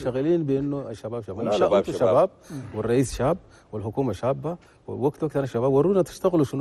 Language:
Chadian Arabic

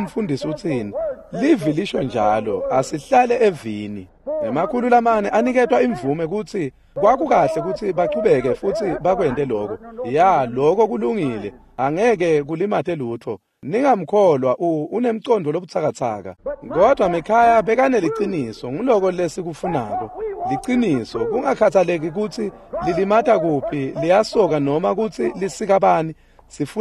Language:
Swati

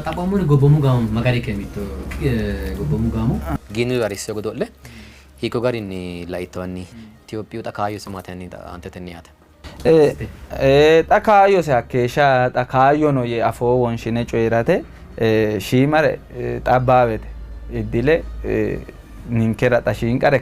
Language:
Sidamo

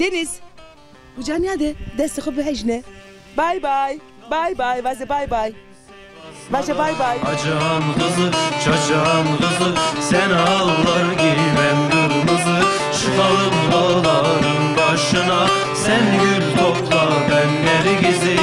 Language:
Zaza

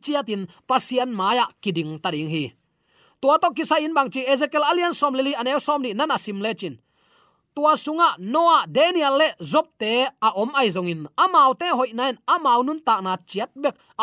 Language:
Tedim Chin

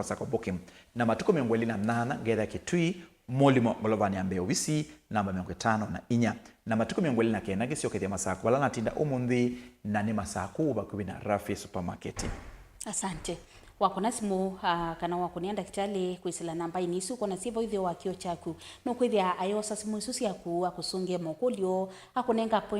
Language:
Kamba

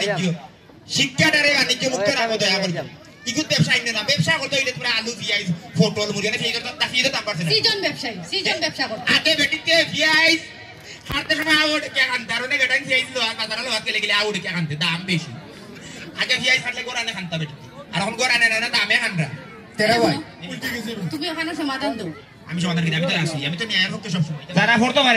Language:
Sylheti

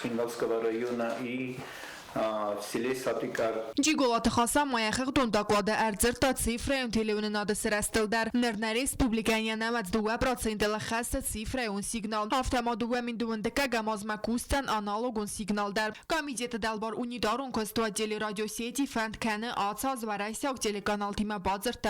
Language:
Ossetic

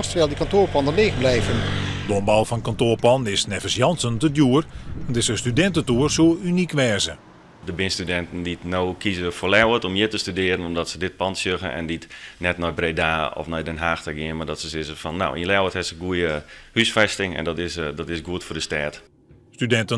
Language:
Western Frisian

